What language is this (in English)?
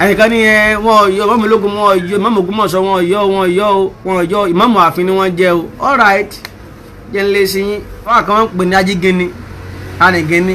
Yoruba